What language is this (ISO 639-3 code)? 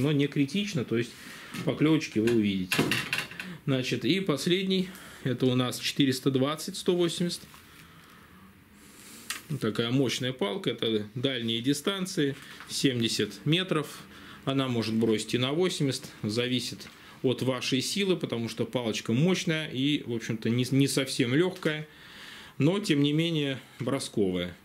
rus